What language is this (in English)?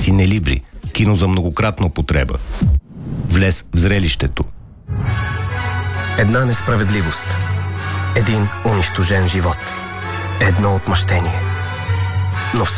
Bulgarian